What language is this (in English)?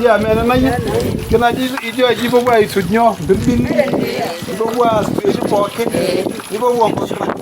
Masai